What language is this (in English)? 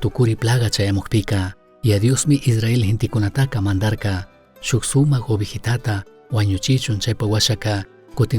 Chimborazo Highland Quichua